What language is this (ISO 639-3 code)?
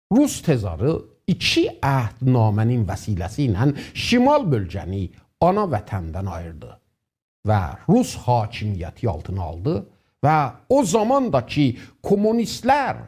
azb